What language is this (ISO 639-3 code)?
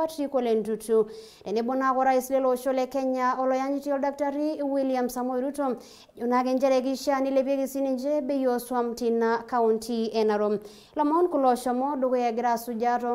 mas